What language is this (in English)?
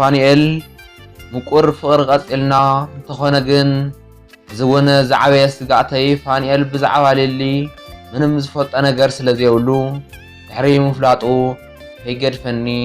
Tigrinya